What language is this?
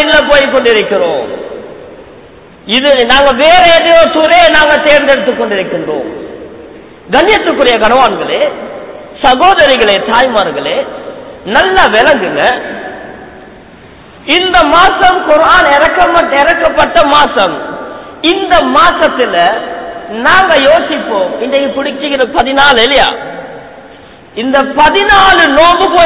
Tamil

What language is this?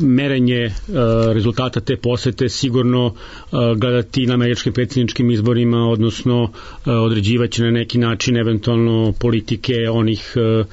Serbian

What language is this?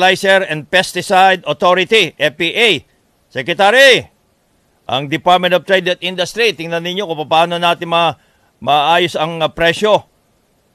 Filipino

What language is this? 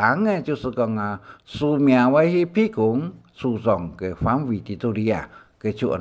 Hakka Chinese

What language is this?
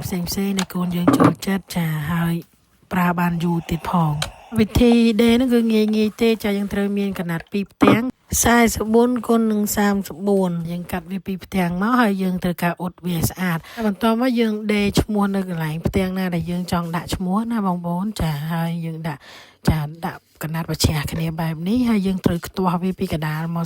Khmer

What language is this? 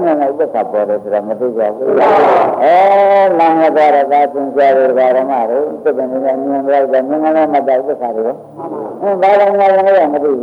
Burmese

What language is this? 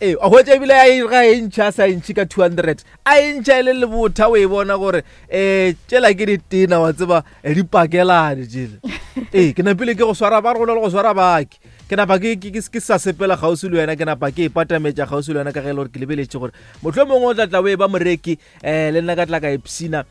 Northern Sotho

